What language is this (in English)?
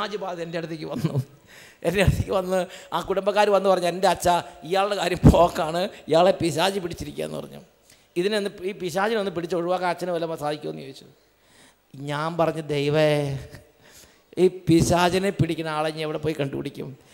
Malayalam